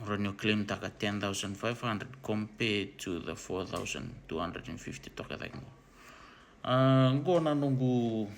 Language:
Fijian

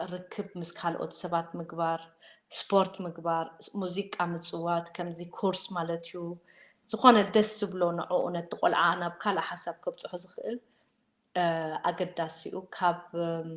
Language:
Tigrinya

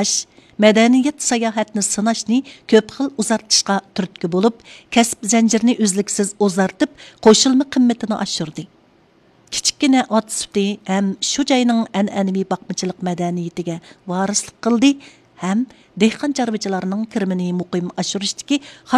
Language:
Uyghur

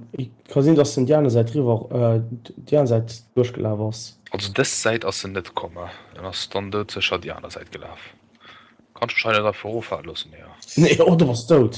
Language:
Luxembourgish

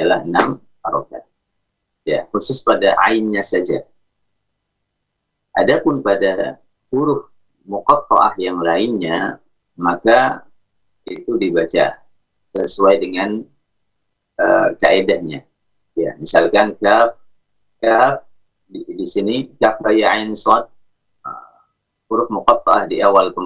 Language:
Indonesian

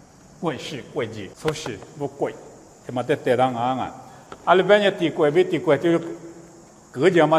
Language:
Lisu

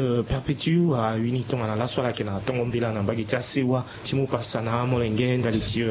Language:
Sango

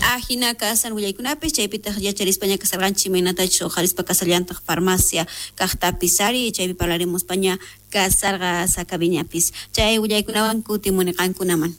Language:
South Bolivian Quechua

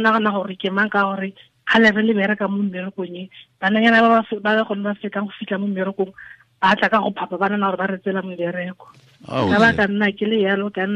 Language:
Tswana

